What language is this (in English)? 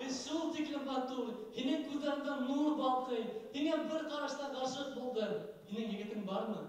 Bashkir